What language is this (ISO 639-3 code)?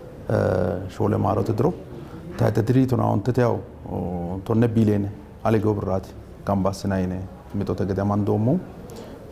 sid